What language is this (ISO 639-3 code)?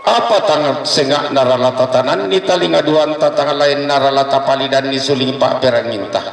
sda